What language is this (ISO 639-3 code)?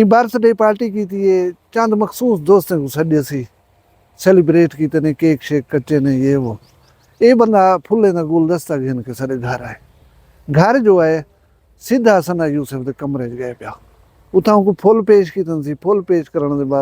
skr